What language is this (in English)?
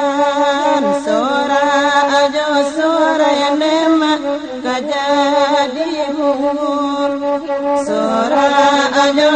Minangkabau